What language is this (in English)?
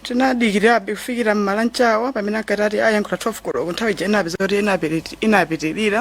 Nyanja